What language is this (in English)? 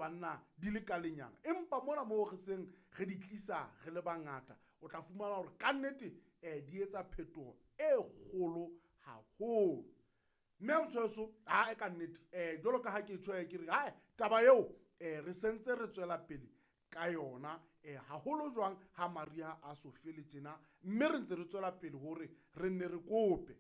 Southern Sotho